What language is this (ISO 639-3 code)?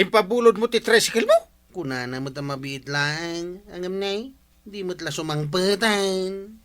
ilo